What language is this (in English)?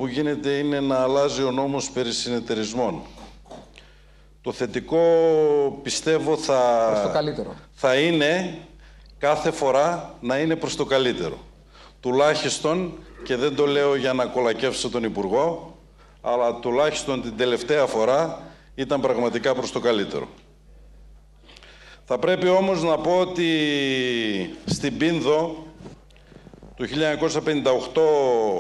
Greek